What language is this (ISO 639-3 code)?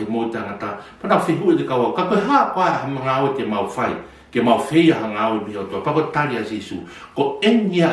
ton